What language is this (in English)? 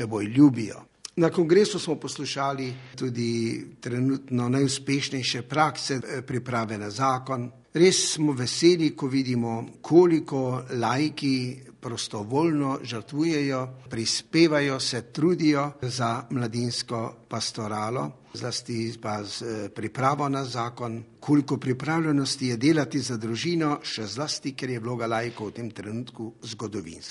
Slovenian